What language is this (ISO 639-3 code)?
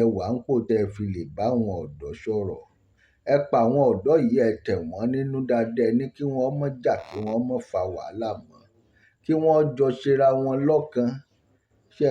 yor